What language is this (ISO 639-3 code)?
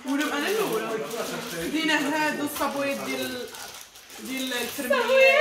ary